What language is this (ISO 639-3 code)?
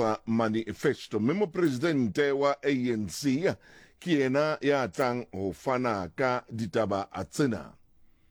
sot